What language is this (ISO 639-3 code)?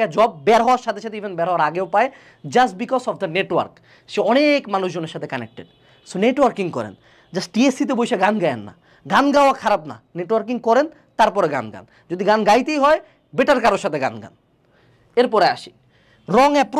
ben